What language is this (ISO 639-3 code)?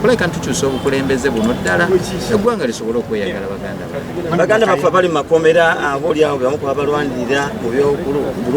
lug